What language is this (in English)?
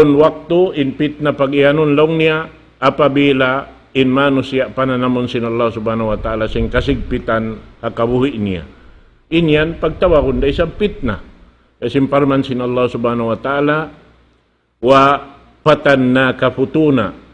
Tausug